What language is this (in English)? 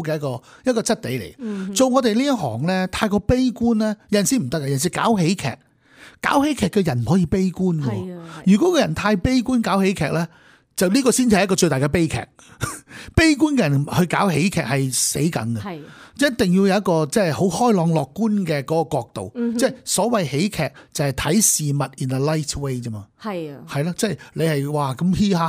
Cantonese